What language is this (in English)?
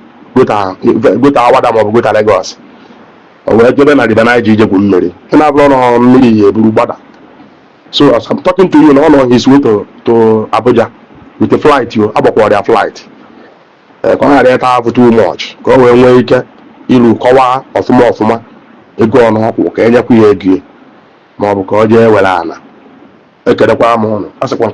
Igbo